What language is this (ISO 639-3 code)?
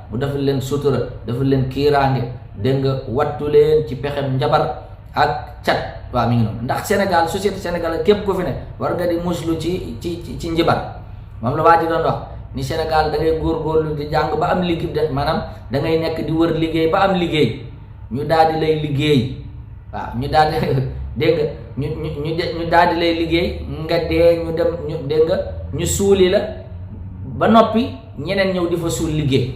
wol